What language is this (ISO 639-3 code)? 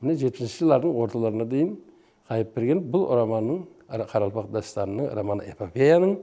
kaa